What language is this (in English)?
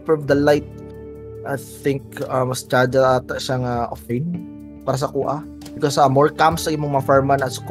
Cebuano